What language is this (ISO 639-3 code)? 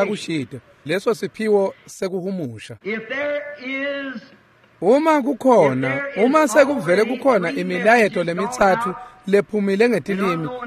ssw